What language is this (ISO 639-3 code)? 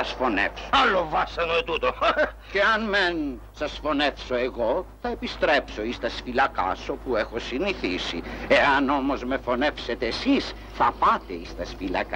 ell